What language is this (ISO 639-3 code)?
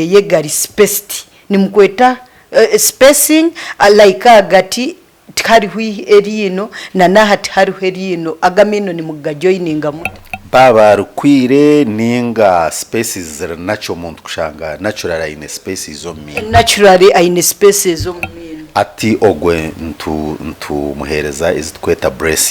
nyn